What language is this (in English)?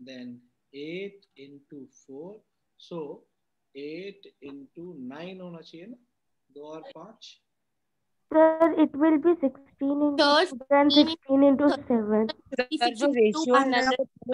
Hindi